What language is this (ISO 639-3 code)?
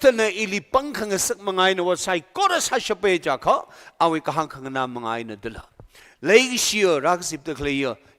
nmf